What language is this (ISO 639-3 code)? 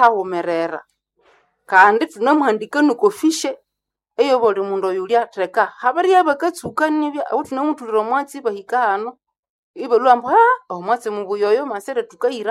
nnb